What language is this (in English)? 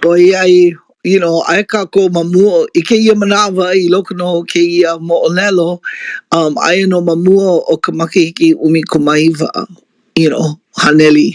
Hawaiian